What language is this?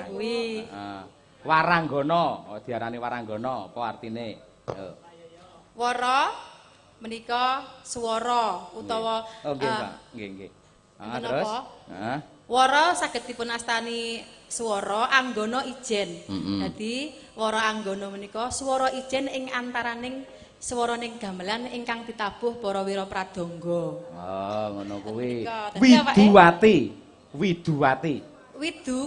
Javanese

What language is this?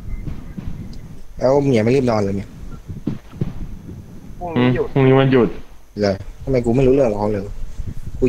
Thai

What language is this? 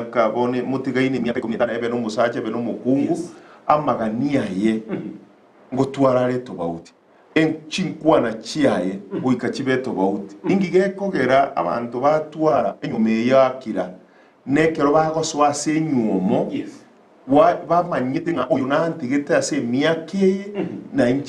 Gusii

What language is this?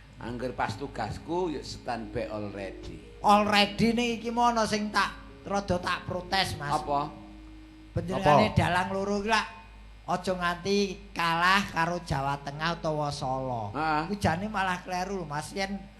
Javanese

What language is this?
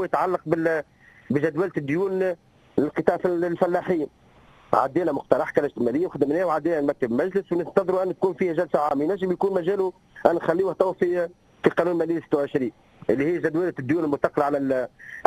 Tunisian Arabic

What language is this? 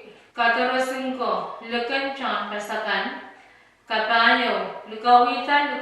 Pohnpeian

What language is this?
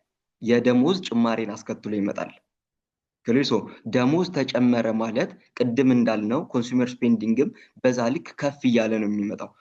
Amharic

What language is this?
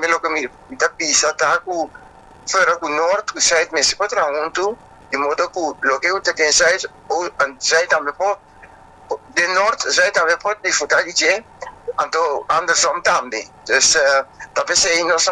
Papiamento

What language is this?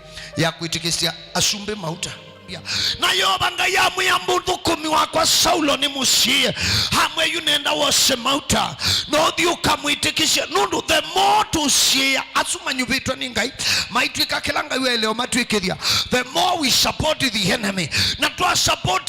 Kamba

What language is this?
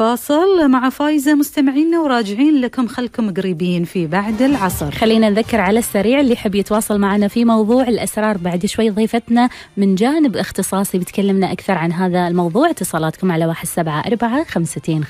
Gulf Arabic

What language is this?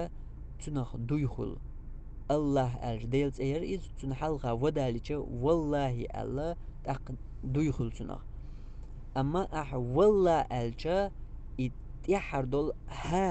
Chechen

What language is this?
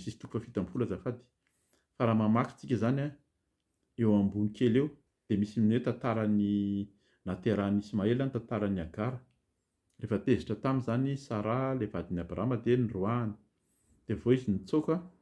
Malagasy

